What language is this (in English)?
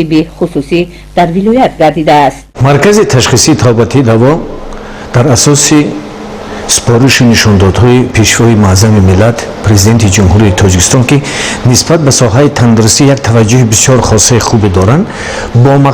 Tajik